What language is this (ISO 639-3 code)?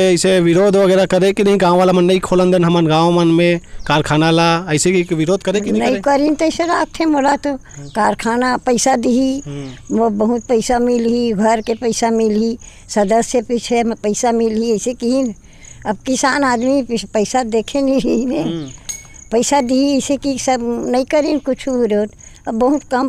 hne